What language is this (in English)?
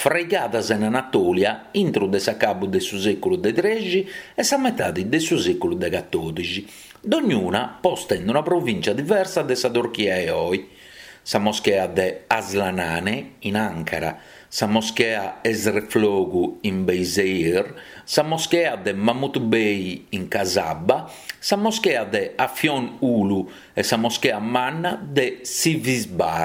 Sardinian